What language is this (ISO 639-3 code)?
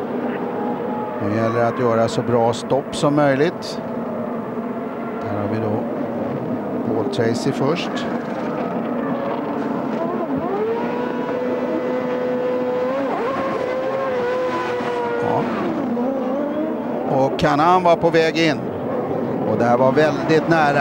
swe